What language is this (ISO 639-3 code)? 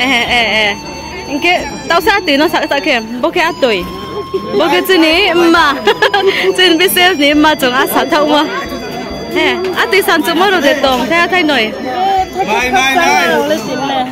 ria